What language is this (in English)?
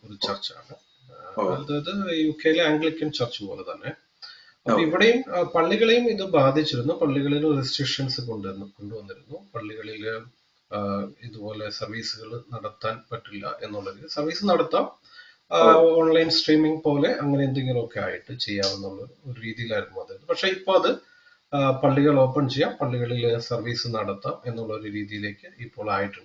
Malayalam